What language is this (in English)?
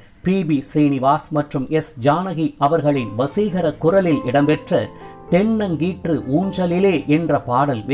Tamil